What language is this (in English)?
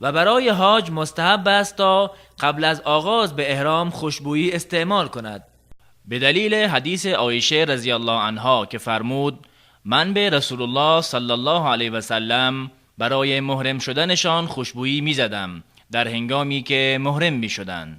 Tajik